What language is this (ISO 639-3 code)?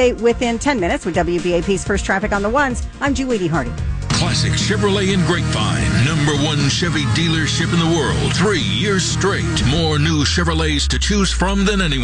eng